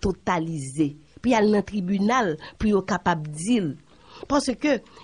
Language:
Haitian Creole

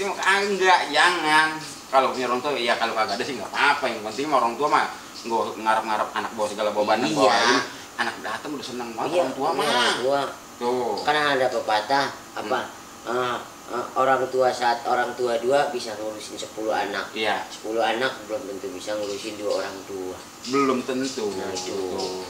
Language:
Betawi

